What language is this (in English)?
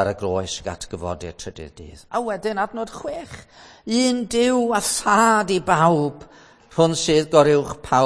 Welsh